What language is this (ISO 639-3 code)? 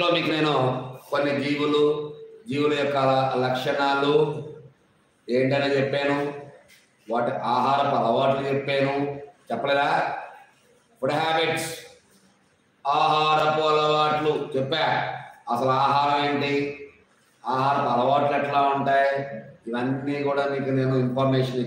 tel